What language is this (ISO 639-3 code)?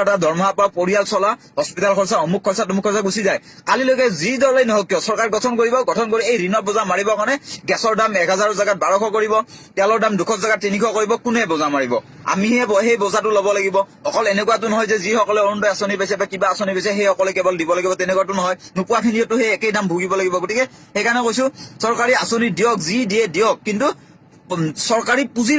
asm